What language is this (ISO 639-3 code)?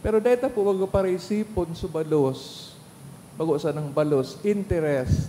bik